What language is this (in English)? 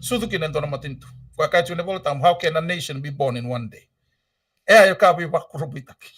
Fijian